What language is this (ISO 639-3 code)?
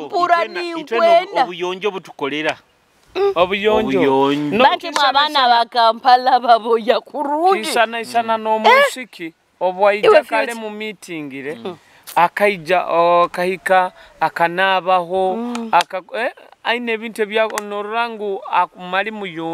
nyo